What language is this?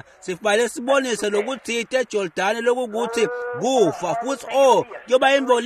Swati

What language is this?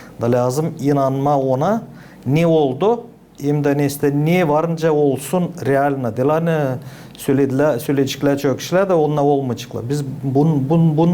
Gagauz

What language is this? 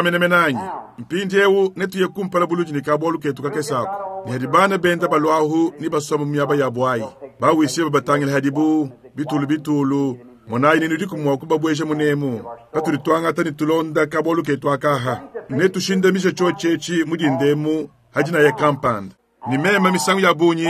Luba-Lulua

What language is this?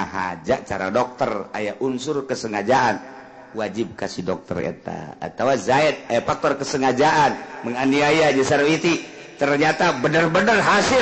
Sundanese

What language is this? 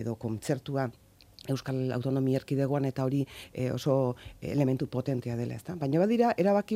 Basque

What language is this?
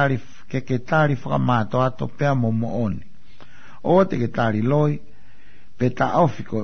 Tongan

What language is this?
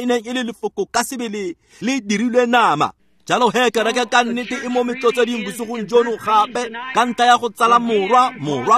Tswana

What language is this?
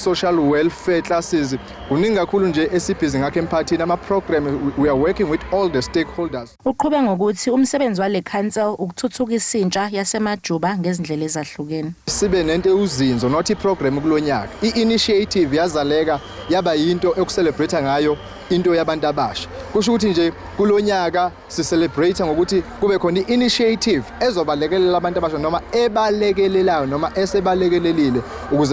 Zulu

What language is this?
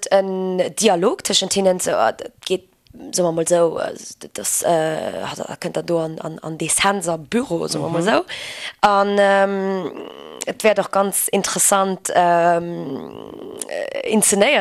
Luxembourgish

